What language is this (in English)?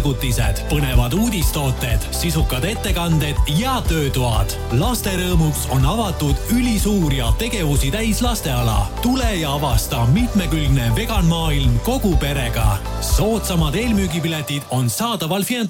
Estonian